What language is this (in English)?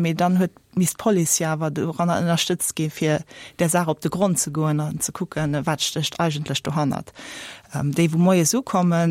Luxembourgish